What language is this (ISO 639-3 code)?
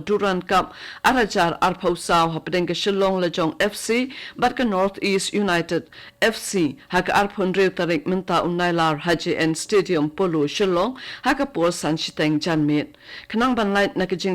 kha